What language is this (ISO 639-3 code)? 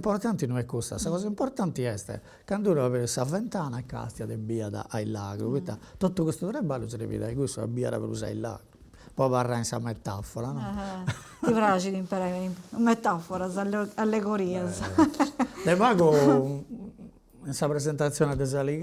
srd